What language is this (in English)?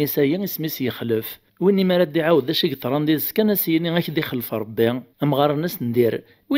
Kabyle